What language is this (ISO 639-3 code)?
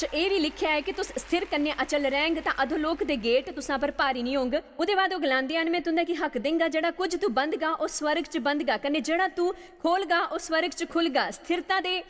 doi